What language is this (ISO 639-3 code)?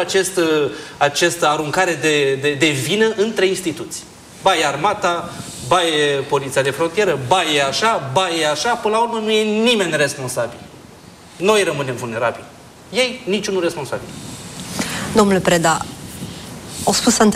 ron